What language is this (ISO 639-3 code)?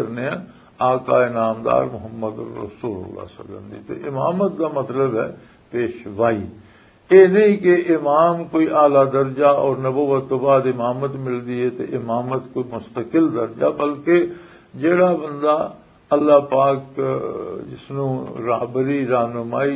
lah